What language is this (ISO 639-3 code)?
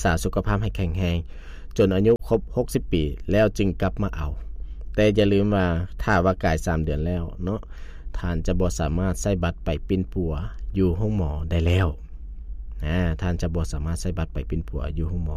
lao